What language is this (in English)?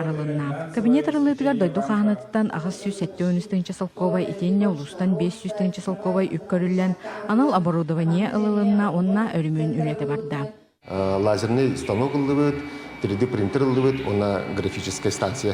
Yakut